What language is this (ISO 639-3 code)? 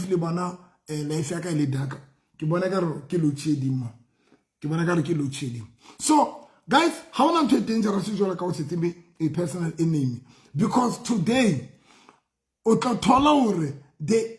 sot